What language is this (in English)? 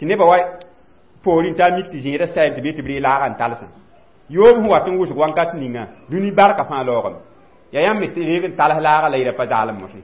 Mossi